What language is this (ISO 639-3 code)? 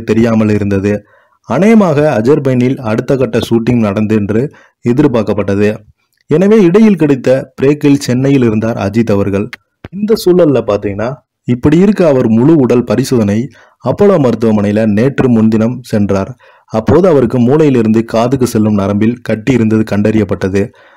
tam